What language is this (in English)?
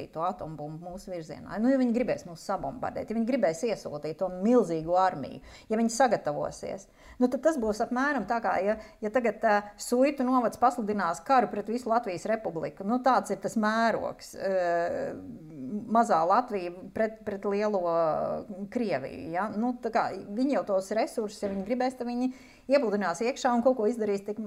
Latvian